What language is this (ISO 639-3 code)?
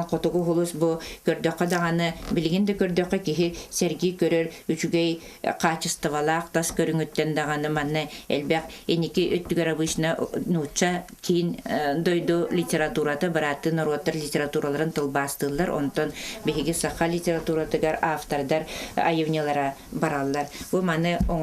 sah